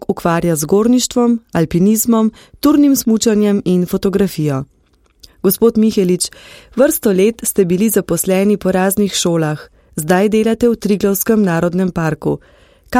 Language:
Slovenian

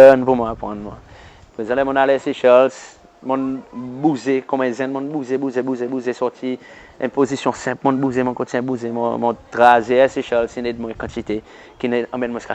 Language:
Seselwa Creole French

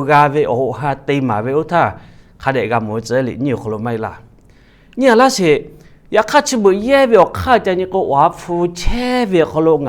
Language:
Lahu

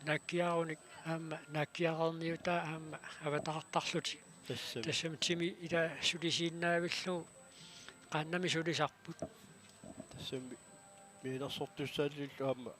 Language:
Kalaallisut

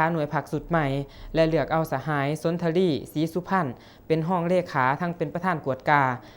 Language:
Lao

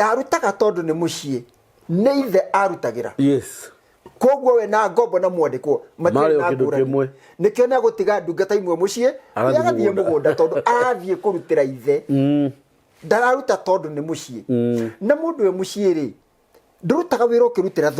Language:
Kikuyu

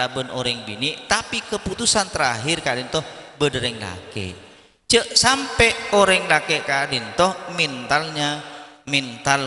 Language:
Madurese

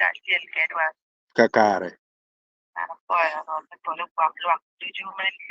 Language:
Acoli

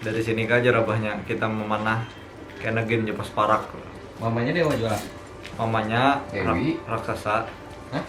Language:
Banjar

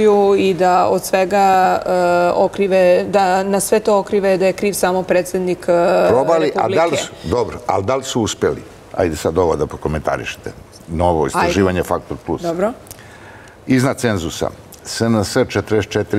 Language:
Serbian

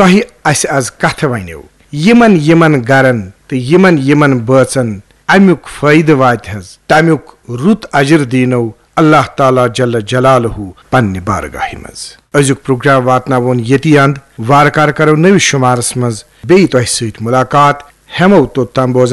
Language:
Kashmiri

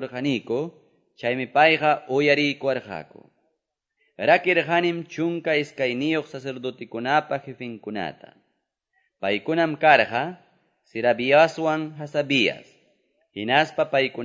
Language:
Quechua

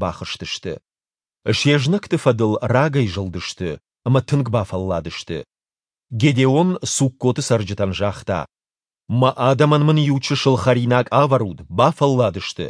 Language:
Ossetic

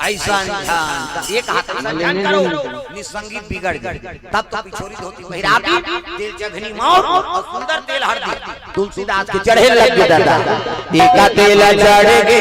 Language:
Chhattisgarhi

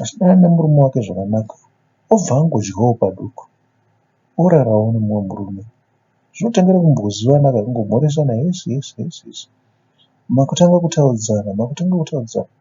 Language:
Shona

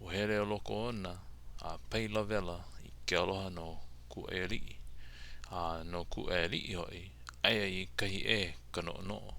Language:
Hawaiian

